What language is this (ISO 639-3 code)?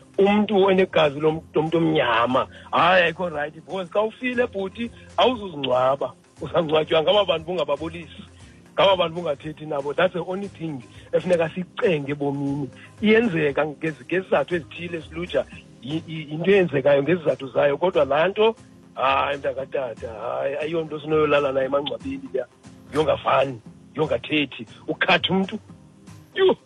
xho